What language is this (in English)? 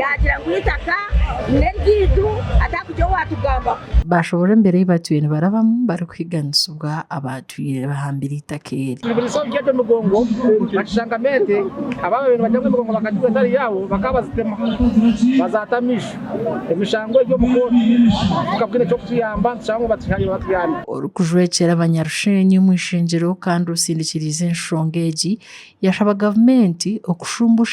Nyankole